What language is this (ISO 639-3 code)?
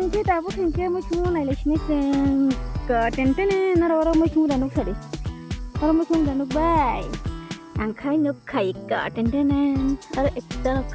trp